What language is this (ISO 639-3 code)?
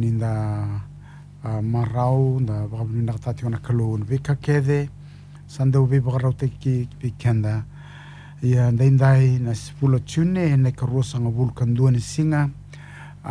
fij